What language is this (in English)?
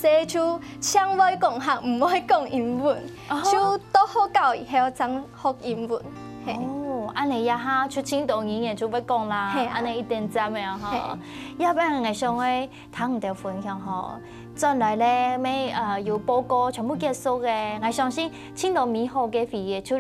Hakka Chinese